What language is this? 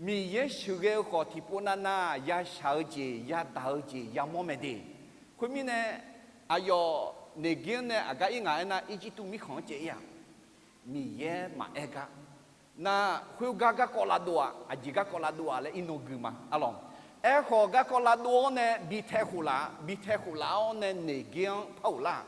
Akha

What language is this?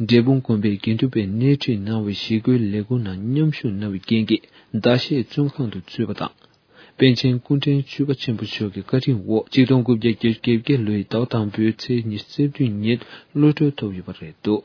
Tibetan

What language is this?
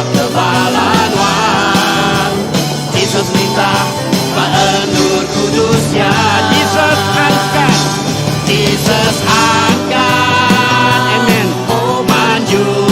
Iban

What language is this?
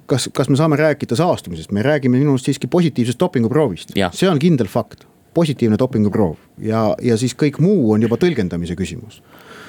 Estonian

